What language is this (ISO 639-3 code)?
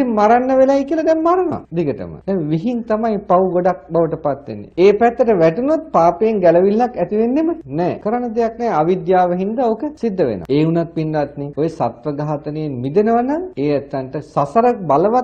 sin